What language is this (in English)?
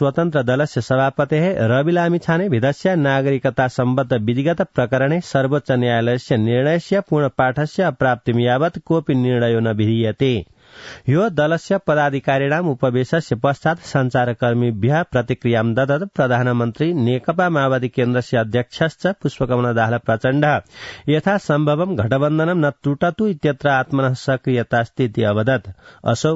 Sanskrit